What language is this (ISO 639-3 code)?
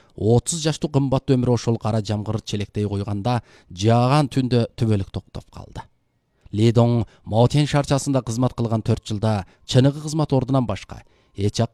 kir